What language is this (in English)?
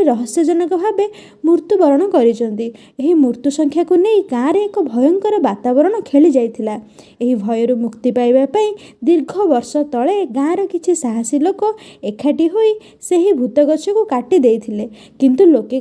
Odia